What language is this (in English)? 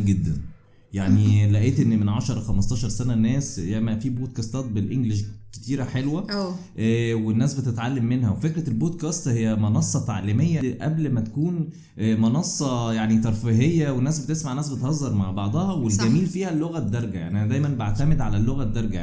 Egyptian Arabic